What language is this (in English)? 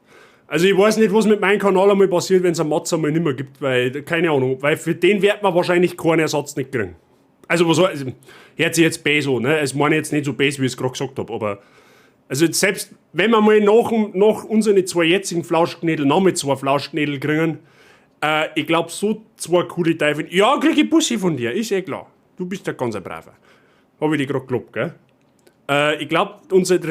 Bavarian